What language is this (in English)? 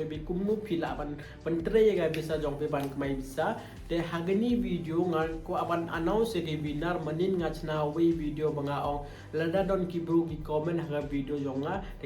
Khasi